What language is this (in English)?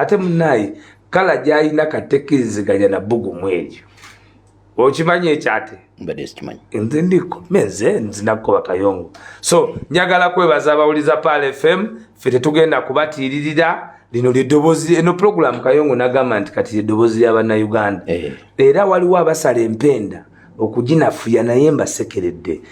Ganda